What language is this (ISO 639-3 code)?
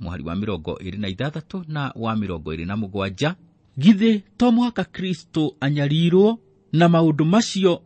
kik